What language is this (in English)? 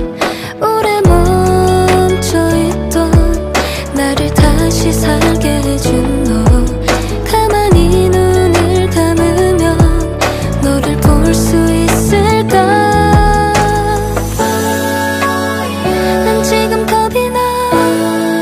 Korean